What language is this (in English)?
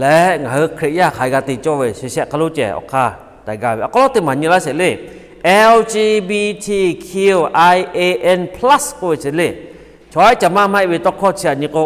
Lahu